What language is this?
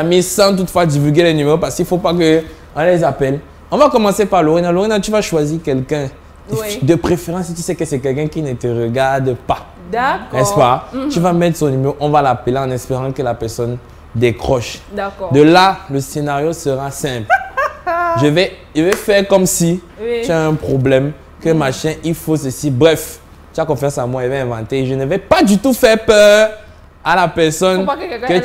French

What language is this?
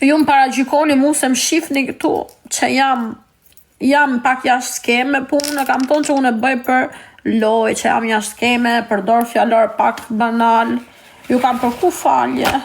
Albanian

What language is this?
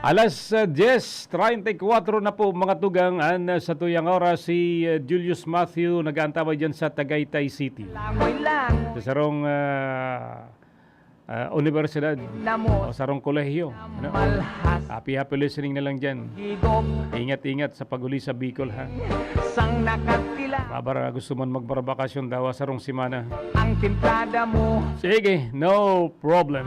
Bikol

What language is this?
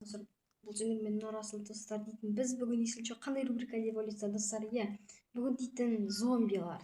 Kazakh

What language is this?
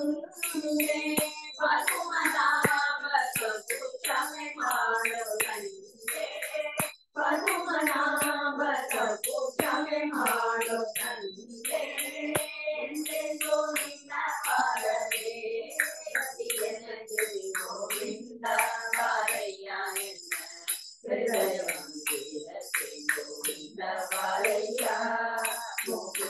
Kannada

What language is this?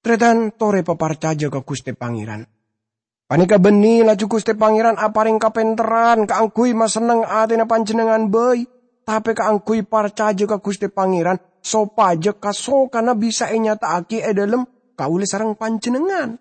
Madurese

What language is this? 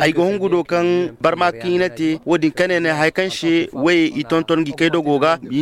Zarma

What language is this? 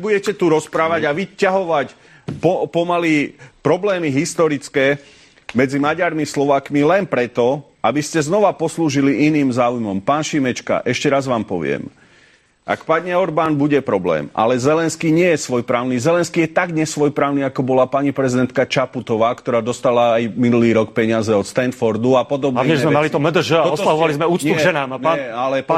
Slovak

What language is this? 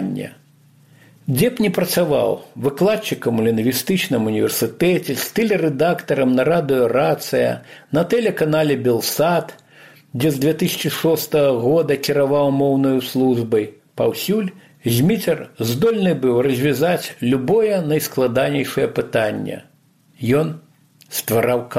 Belarusian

